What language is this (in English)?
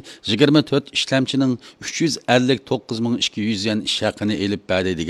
Uyghur